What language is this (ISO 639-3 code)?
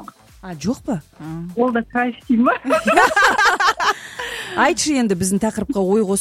kaz